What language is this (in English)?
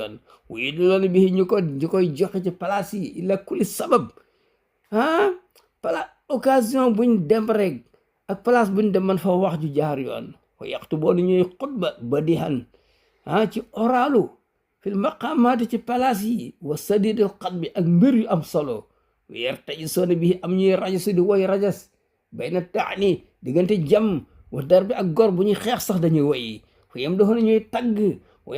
Wolof